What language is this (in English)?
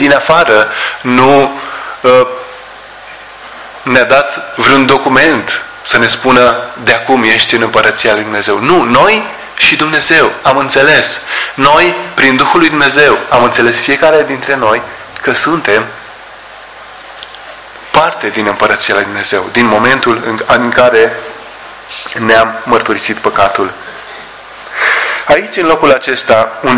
Romanian